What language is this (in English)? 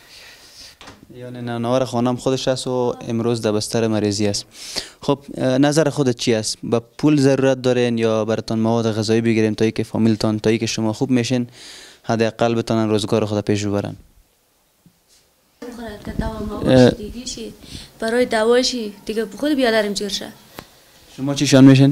Persian